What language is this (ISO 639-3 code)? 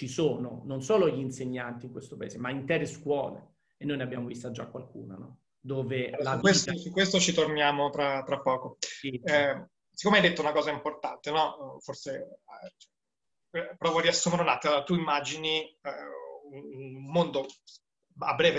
ita